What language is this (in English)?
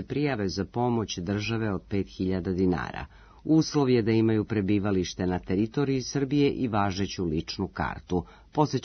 Serbian